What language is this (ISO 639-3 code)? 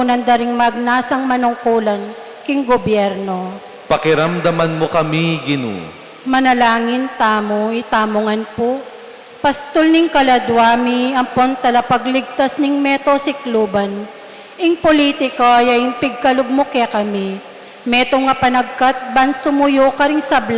pam